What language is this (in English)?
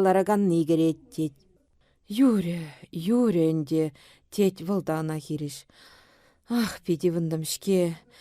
Chuvash